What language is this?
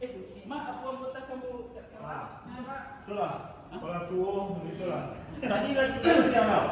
Minangkabau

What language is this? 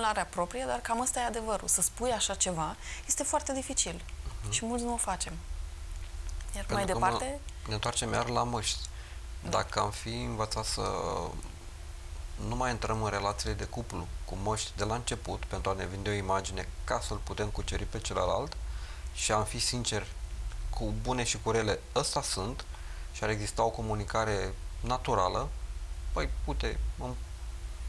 Romanian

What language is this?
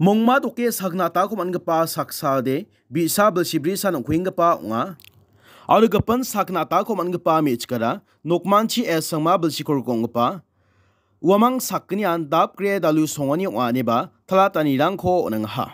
Garo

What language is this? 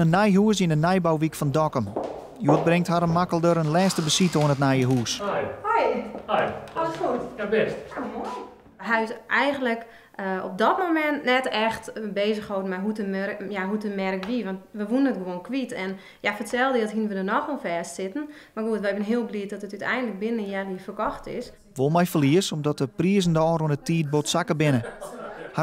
Western Frisian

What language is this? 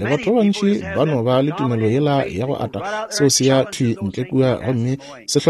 Northern Sotho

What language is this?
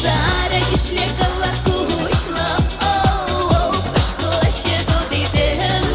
Chuvash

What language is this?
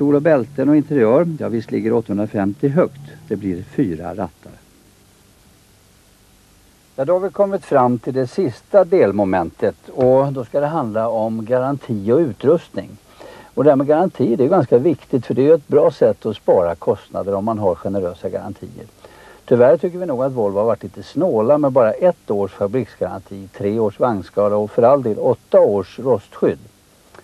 Swedish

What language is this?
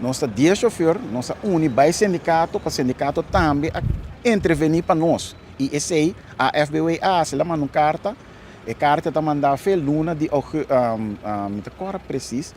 Papiamento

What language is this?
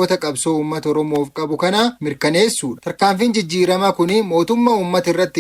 Oromo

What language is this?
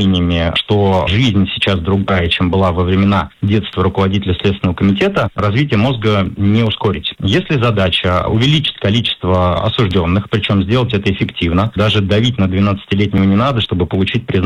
Russian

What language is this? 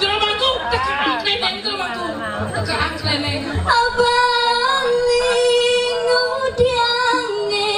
Balinese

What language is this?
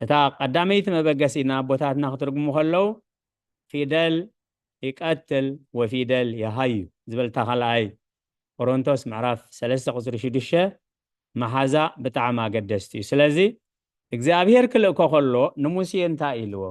Tigrinya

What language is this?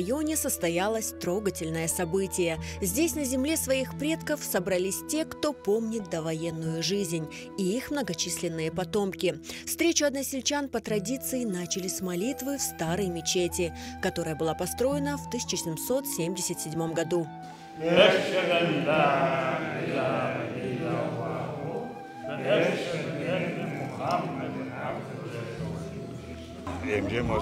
Crimean Tatar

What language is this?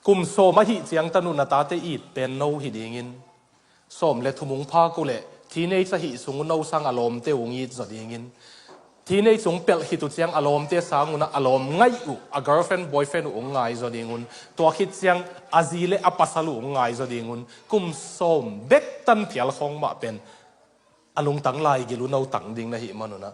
Tedim Chin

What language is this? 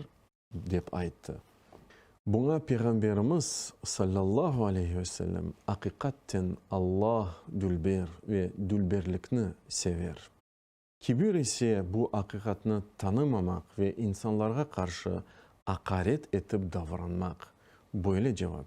Crimean Tatar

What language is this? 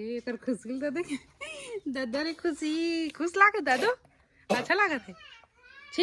Chhattisgarhi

